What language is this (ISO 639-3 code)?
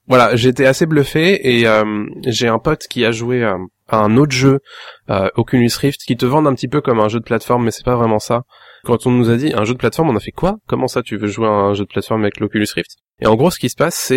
fra